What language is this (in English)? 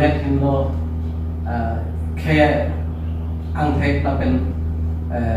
Karbi